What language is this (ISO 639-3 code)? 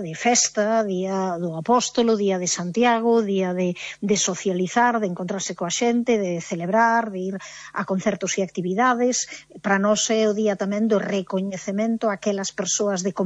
glg